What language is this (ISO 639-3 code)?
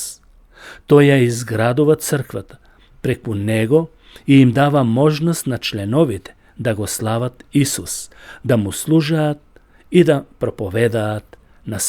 mkd